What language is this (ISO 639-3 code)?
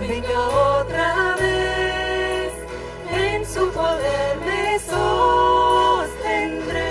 pdt